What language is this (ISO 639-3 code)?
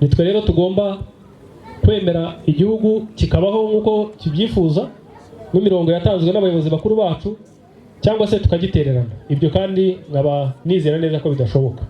kin